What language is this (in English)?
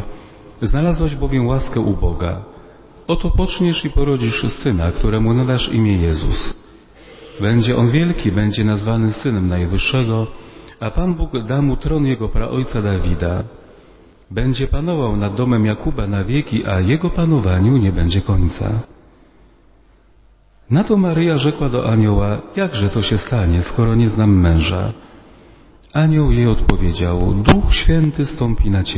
Polish